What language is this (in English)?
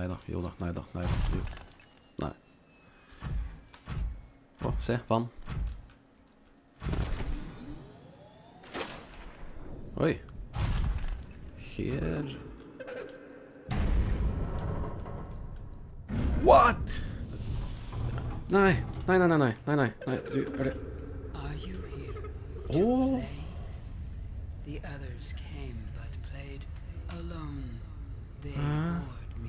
Norwegian